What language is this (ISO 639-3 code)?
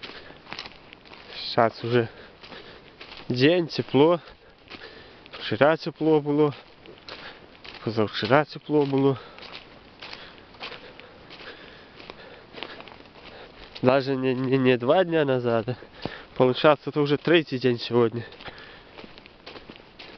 rus